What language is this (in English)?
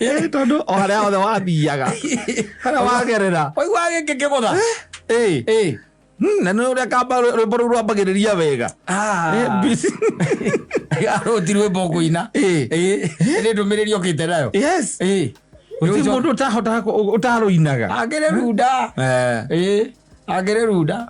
Kikuyu